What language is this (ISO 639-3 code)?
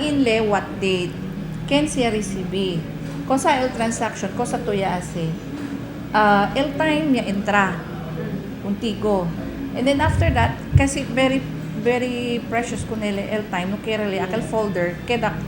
cbk